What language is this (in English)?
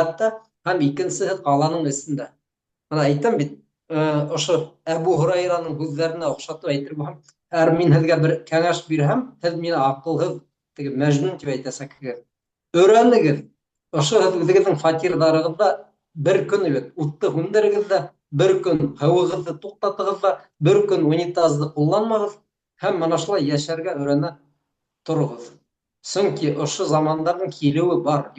Bashkir